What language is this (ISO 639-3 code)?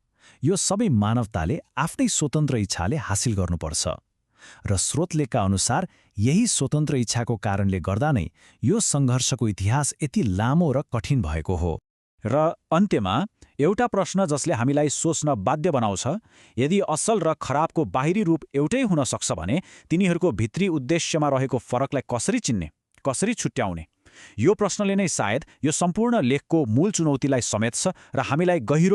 nep